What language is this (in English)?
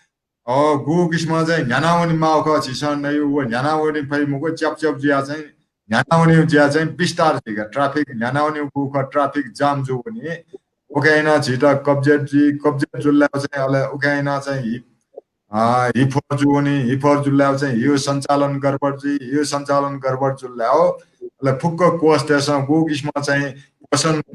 Newari